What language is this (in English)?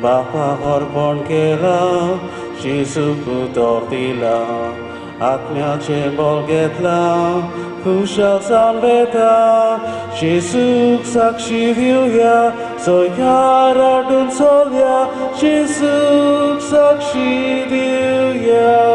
Konkani